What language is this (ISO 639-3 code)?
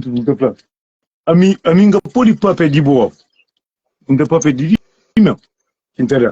kea